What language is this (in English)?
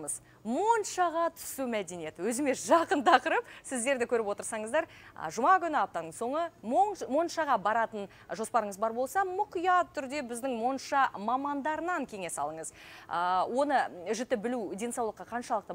Kazakh